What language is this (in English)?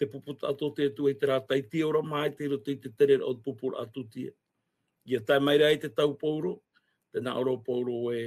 Tahitian